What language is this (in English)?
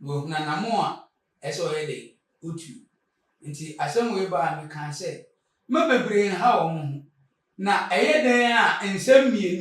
Akan